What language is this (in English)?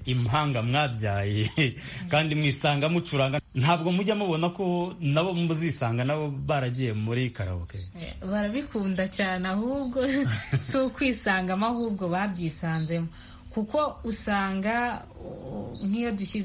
Kinyarwanda